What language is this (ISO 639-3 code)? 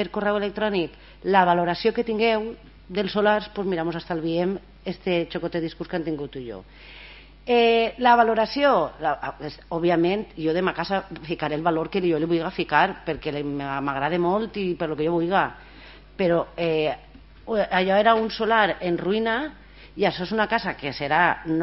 cat